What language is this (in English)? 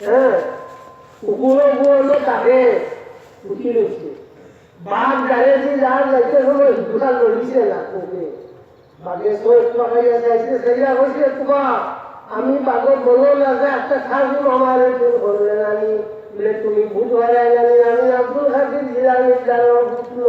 Sylheti